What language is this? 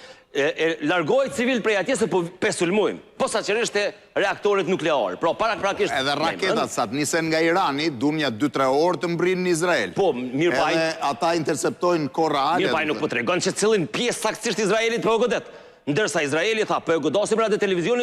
Albanian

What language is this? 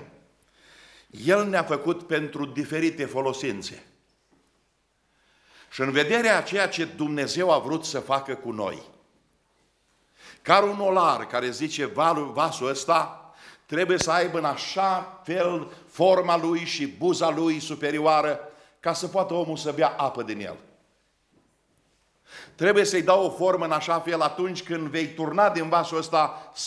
Romanian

